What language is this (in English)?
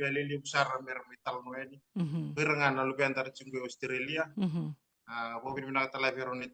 Fijian